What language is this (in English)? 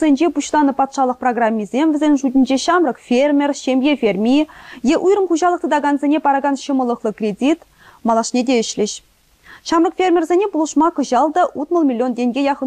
Chuvash